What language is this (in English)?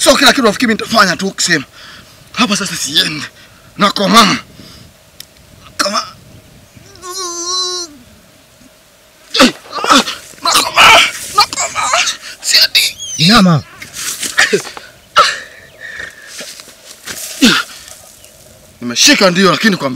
Swahili